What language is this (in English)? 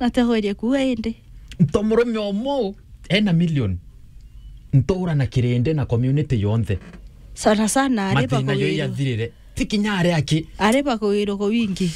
Meru